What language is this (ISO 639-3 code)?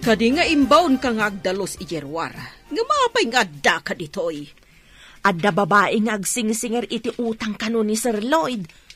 ilo